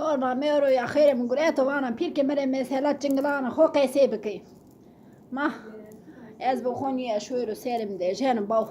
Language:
Zaza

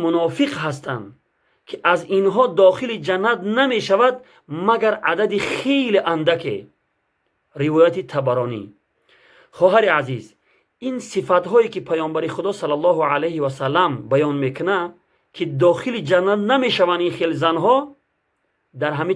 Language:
Tajik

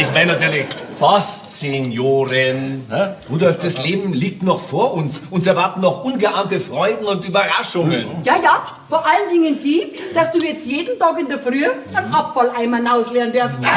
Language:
Bavarian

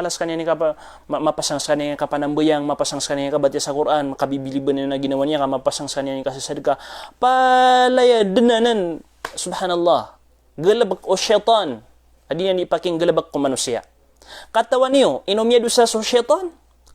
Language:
Maranao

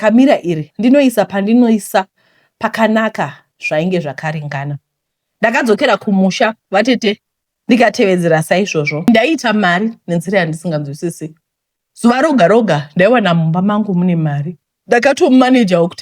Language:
Shona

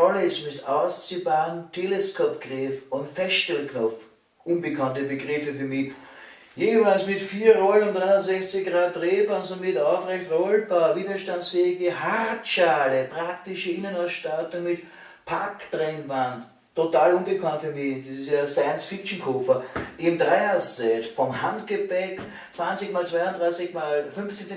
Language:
Bavarian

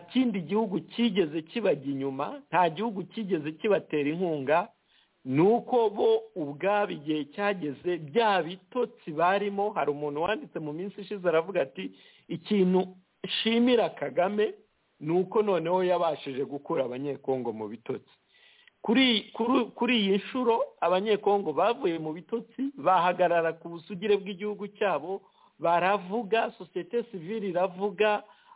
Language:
Kinyarwanda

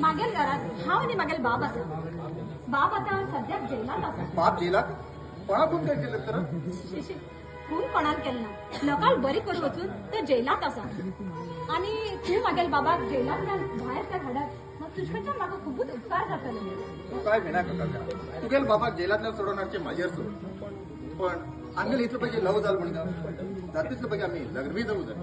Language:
Konkani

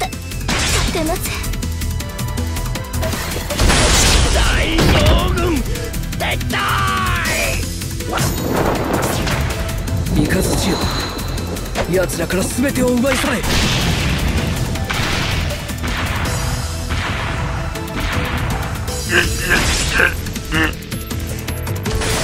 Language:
Japanese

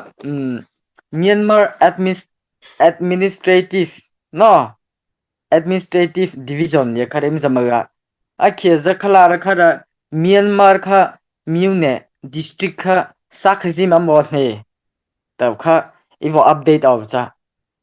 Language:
Mara Chin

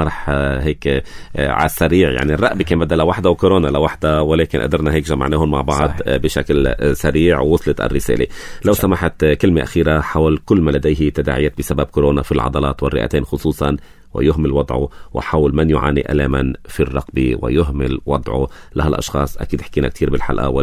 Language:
North Levantine Arabic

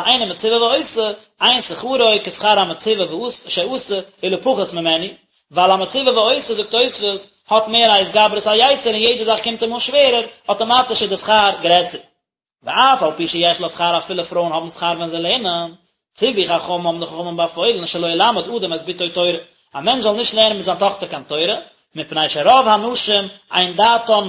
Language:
Yiddish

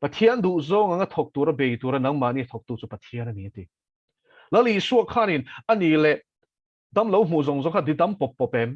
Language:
Mizo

